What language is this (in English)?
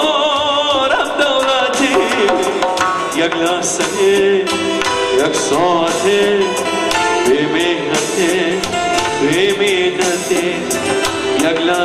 Persian